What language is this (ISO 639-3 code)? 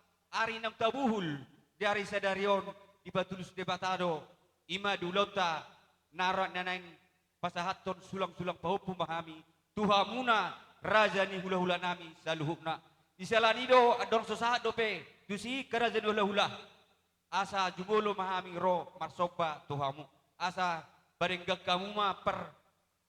bbc